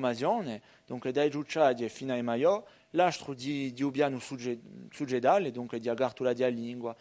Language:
Corsican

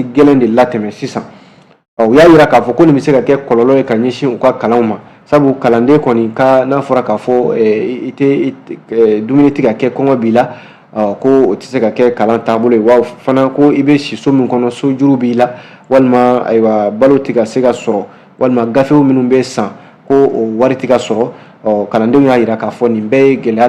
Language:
Bambara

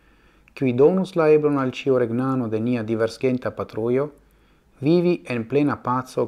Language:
Esperanto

